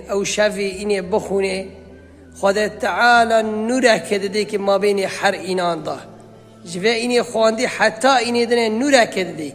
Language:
Kurdish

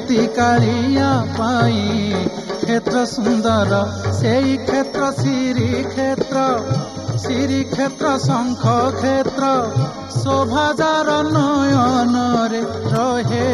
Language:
Odia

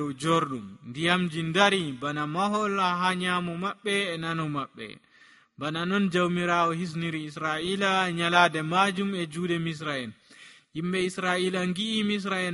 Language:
Nigerian Fulfulde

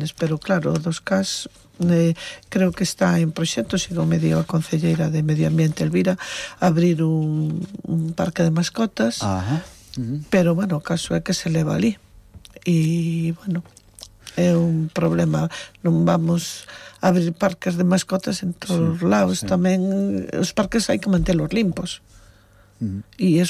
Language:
Galician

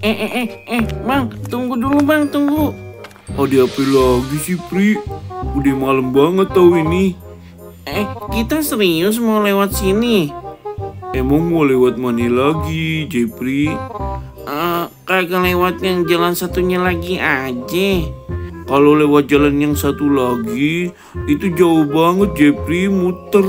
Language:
Betawi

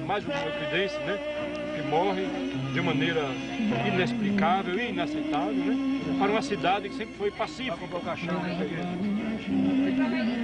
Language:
Portuguese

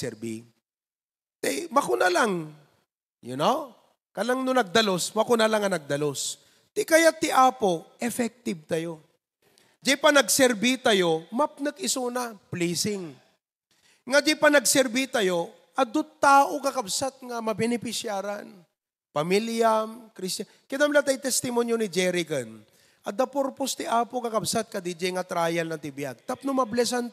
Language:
Iloko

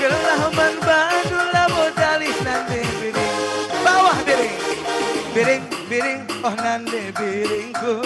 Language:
Batak Karo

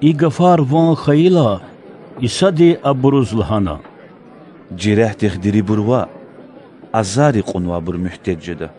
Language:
Lezghian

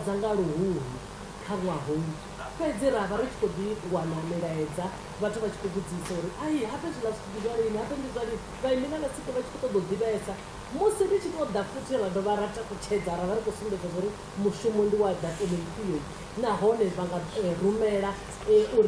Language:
Venda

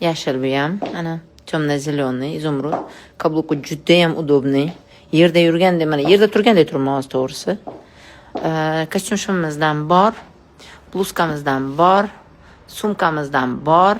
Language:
Uzbek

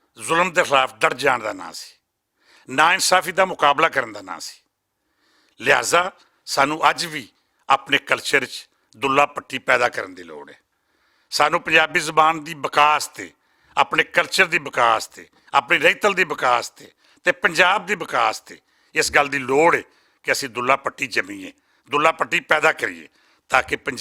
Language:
Western Panjabi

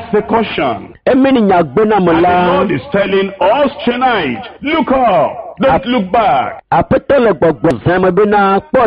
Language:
Ewe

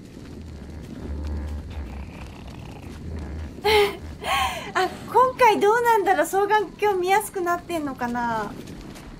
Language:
Japanese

